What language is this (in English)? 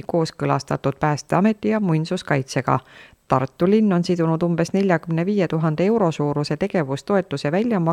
Estonian